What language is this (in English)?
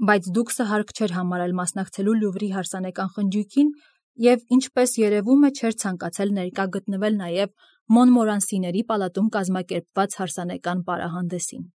Armenian